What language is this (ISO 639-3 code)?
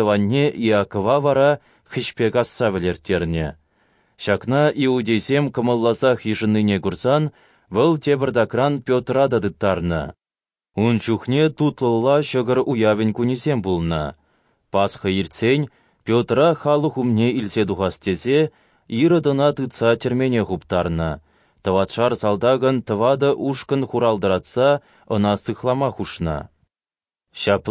chv